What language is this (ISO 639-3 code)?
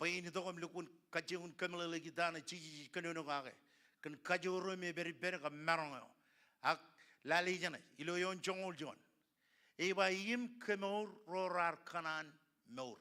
mah